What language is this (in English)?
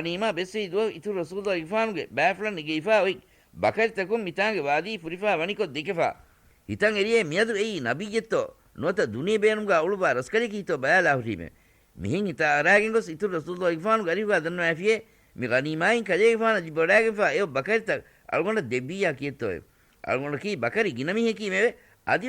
Divehi